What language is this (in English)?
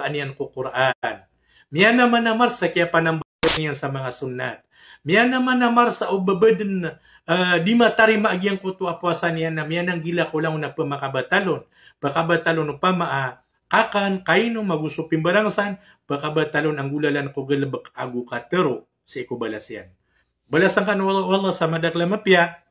Maranao